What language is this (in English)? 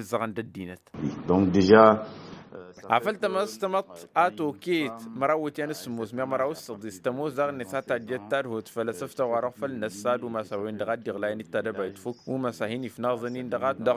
Tamasheq